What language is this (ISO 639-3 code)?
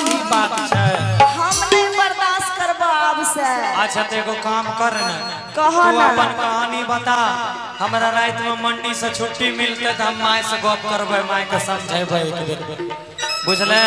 mai